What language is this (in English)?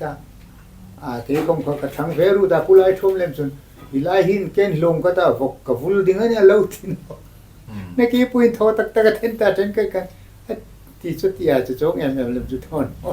Hmar